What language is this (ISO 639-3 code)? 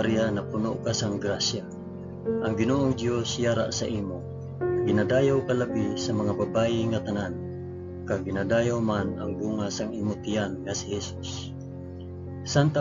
hil